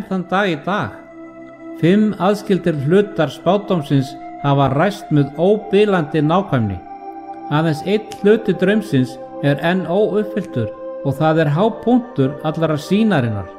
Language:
Icelandic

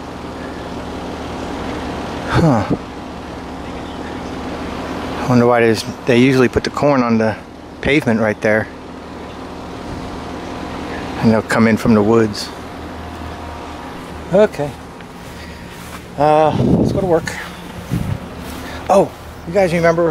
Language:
English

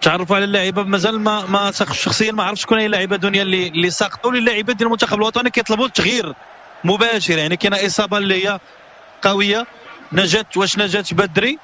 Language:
Moroccan Arabic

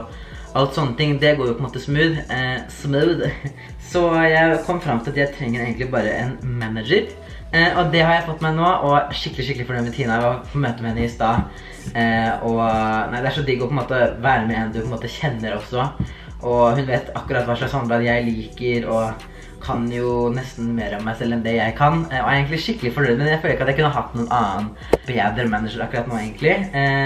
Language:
Norwegian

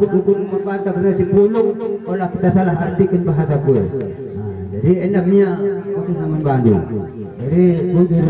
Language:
Batak Karo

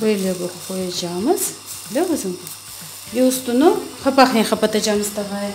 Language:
Crimean Tatar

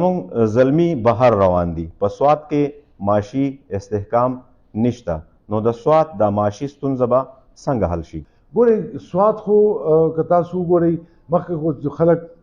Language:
Pashto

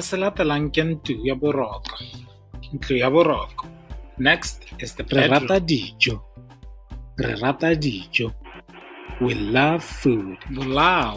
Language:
Tswana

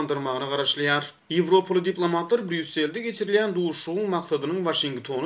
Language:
Turkmen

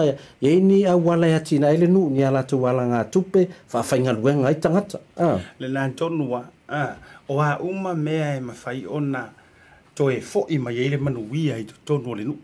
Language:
Samoan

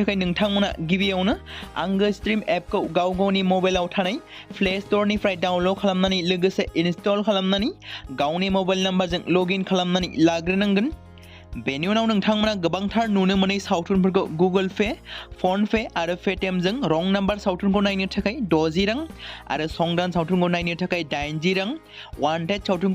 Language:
Bodo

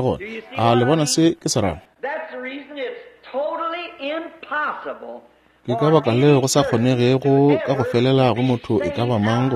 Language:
Northern Sotho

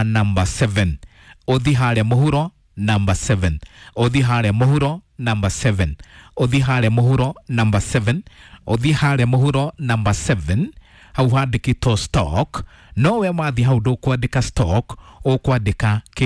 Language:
Kikuyu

